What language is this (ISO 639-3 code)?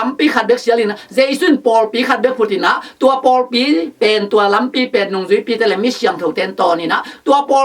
ctd